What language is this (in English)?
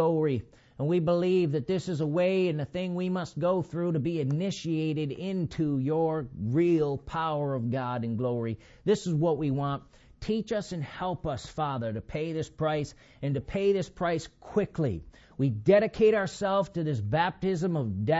English